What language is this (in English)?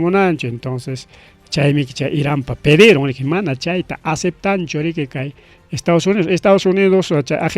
Ayacucho Quechua